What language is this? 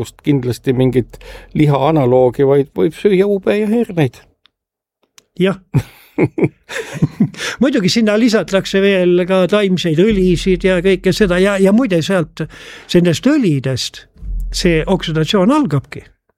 Estonian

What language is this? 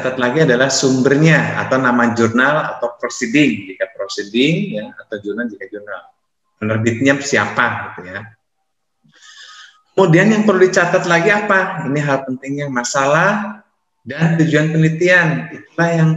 Indonesian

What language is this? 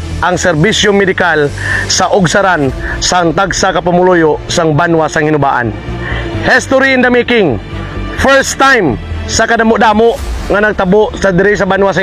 Hiligaynon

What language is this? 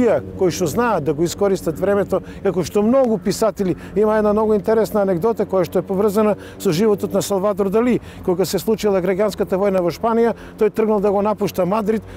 Macedonian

